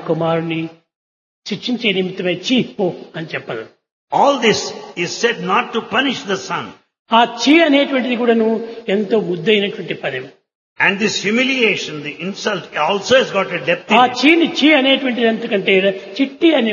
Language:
Telugu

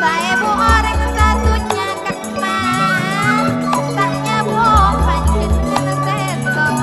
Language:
Madurese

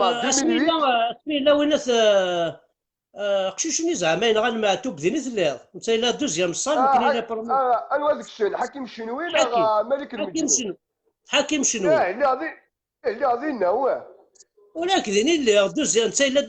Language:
Kabyle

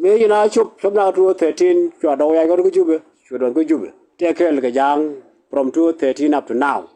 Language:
Nuer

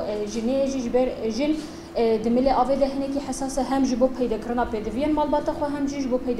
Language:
Kurdish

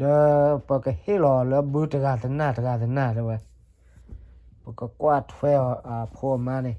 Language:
S'gaw Karen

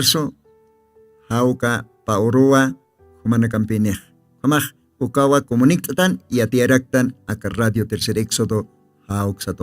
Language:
Aymara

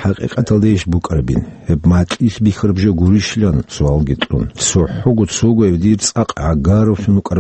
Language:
Avaric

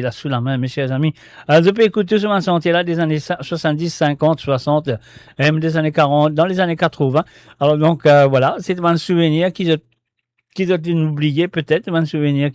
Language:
Morisyen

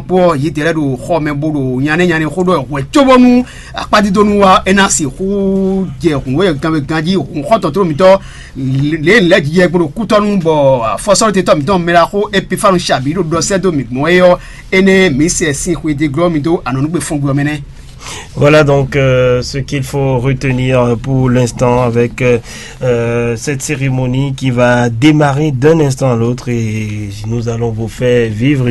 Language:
Fon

